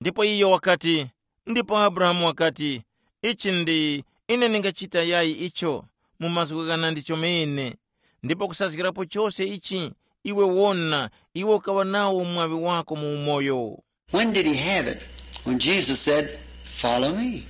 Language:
Tumbuka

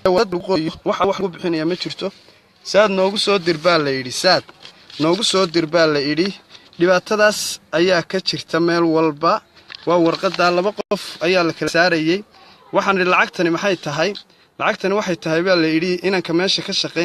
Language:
Somali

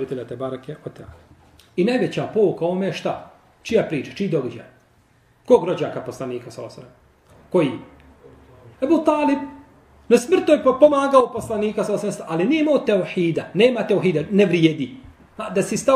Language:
Bosnian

